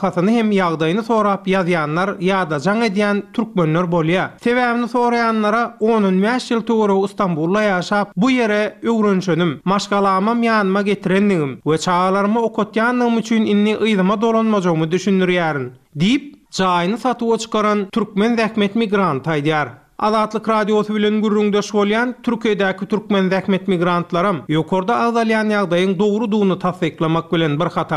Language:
Turkmen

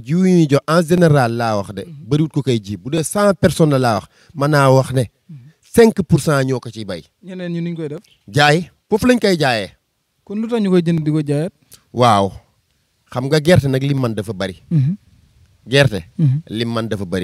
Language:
Wolof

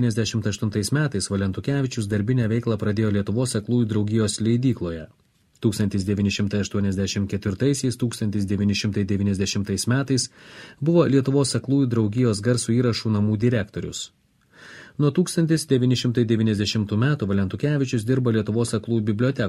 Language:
Lithuanian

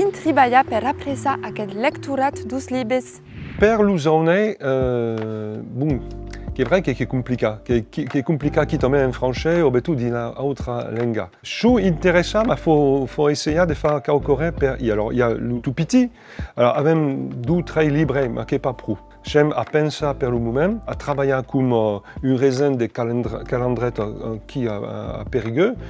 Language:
Occitan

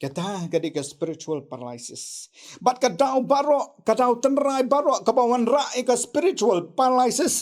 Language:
Khasi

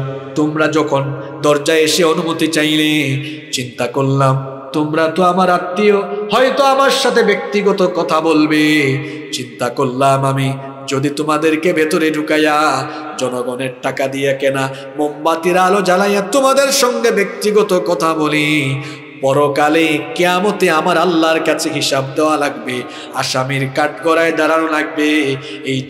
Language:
Bangla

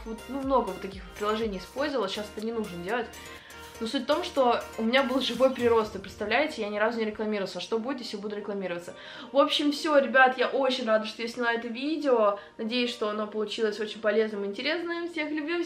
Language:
Russian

